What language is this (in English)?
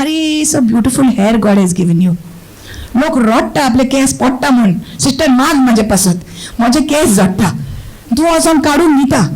Konkani